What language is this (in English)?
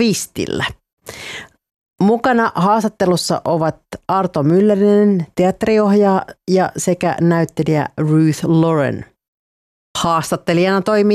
Finnish